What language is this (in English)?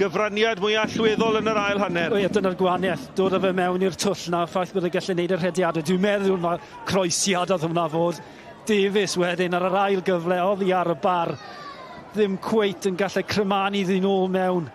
Welsh